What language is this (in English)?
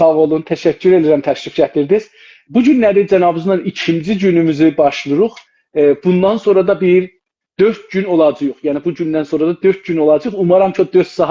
South Azerbaijani